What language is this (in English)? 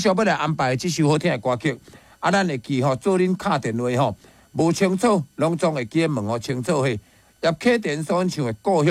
Min Nan Chinese